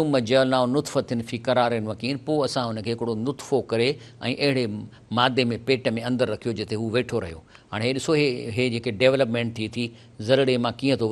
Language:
Sindhi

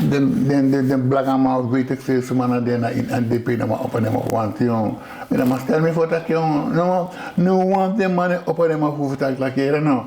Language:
Sranan Tongo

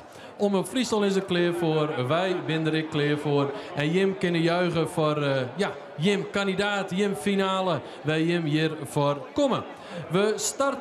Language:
Western Frisian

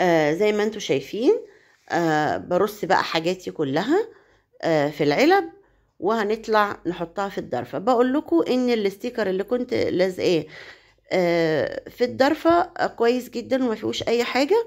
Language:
Egyptian Arabic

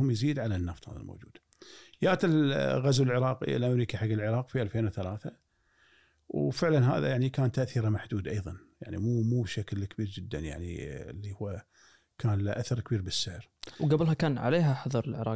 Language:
Gulf Arabic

